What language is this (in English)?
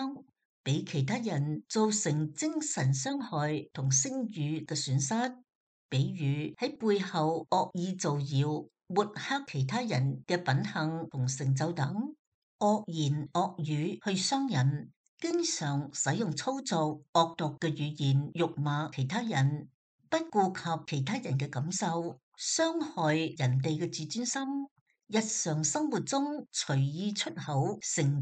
Cantonese